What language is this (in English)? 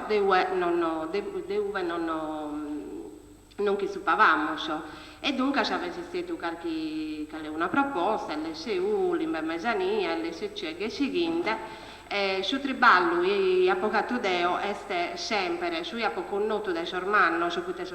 Sardinian